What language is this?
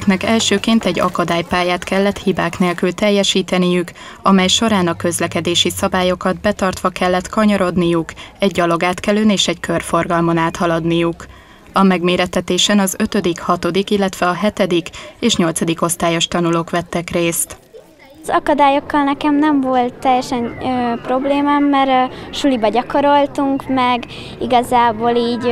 Hungarian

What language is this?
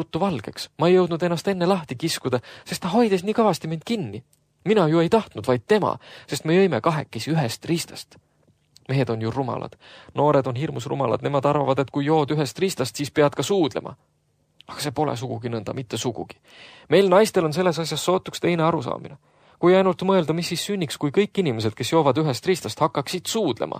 Estonian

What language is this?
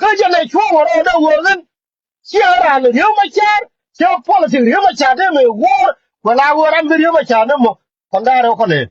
Nuer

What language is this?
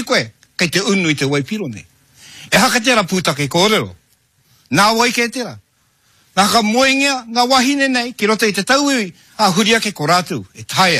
Māori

